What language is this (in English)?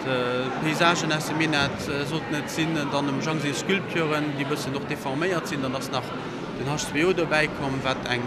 Luxembourgish